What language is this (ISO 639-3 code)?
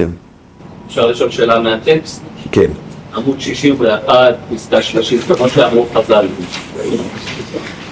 heb